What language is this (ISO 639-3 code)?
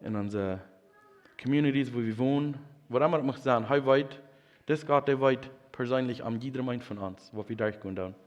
pdt